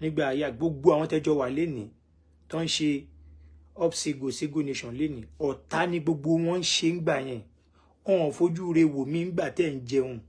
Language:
Yoruba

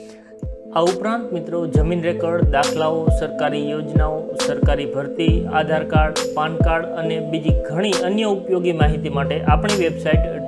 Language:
Gujarati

